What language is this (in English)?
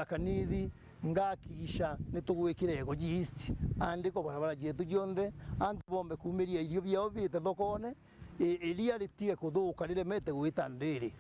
Meru